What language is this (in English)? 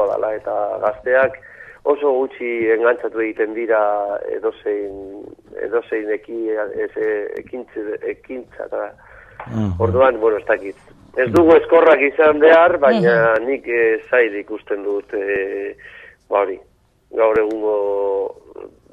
Basque